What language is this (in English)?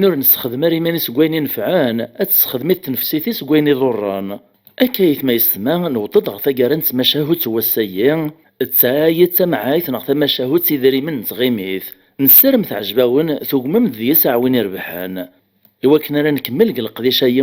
Kabyle